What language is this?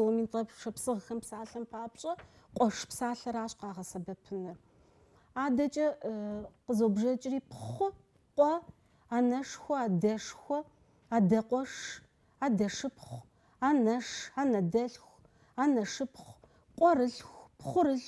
Kabardian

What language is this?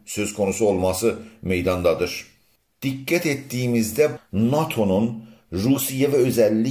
South Azerbaijani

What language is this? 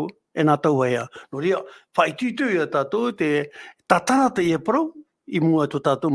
Tahitian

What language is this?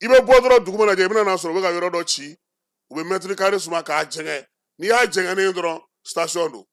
Bambara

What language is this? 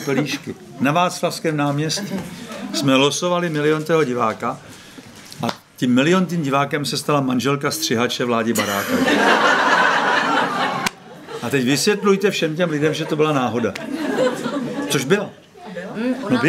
Czech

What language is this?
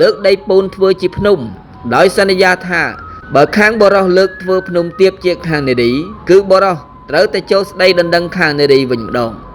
Khmer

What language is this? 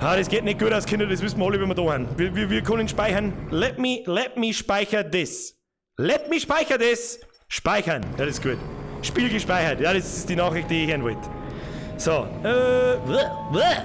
Bavarian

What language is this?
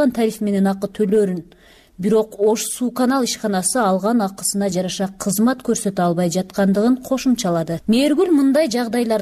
Kyrgyz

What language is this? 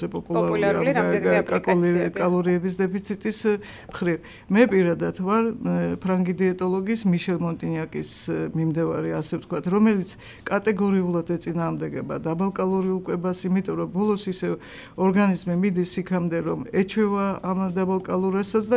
Georgian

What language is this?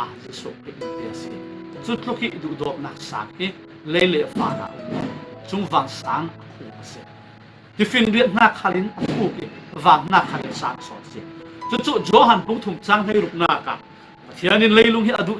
Falam Chin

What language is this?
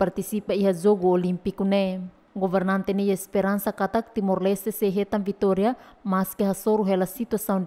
Tetum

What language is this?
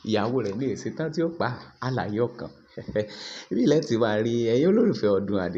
Yoruba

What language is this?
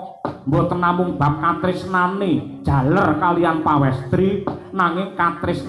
Javanese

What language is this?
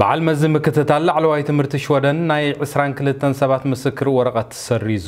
Tigrinya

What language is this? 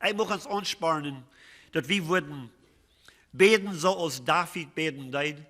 Plautdietsch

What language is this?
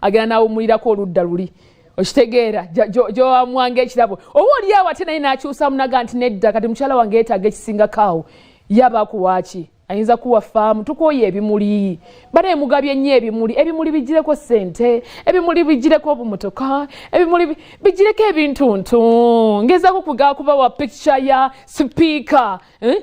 Ganda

